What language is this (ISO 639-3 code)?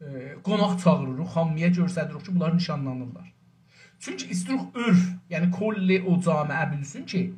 azb